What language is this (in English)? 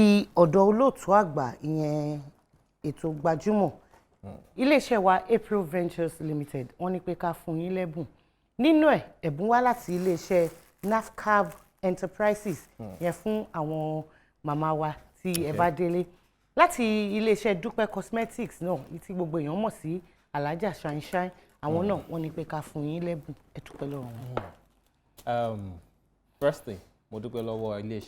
Yoruba